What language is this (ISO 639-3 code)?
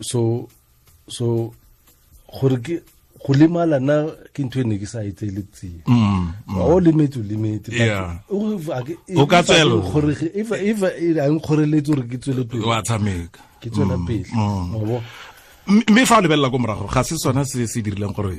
tsn